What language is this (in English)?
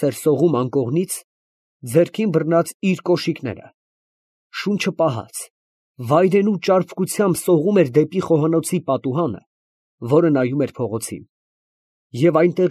Armenian